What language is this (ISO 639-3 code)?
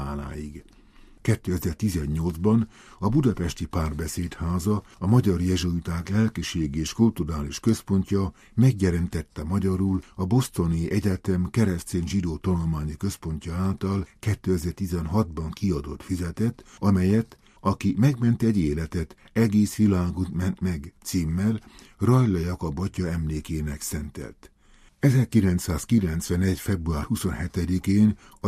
hun